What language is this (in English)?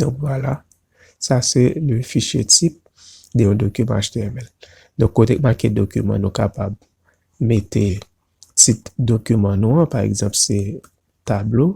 Haitian Creole